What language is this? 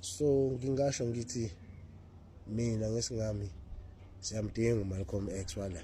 Zulu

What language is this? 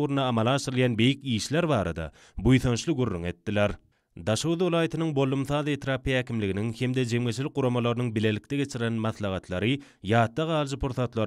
Turkmen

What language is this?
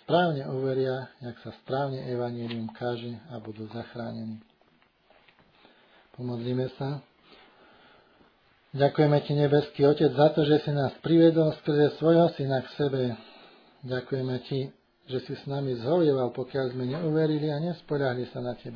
Slovak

